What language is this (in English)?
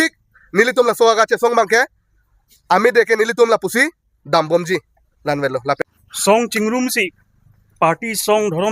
Karbi